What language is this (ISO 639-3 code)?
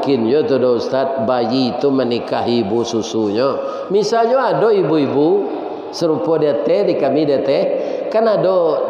min